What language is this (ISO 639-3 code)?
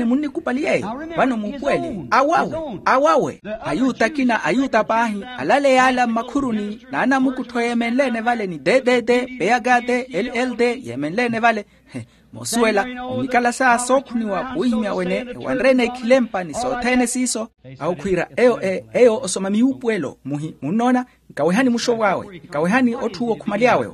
vmw